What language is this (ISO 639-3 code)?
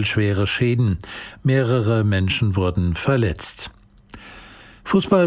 deu